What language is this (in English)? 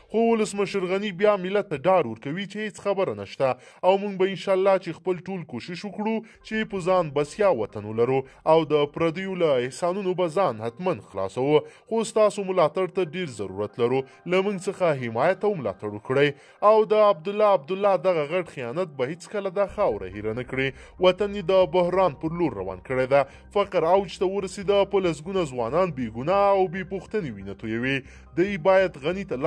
Pashto